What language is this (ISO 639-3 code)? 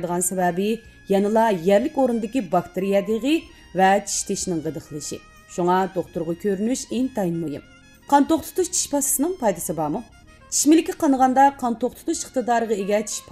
uig